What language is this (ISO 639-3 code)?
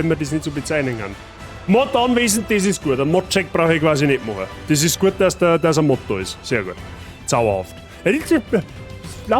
bar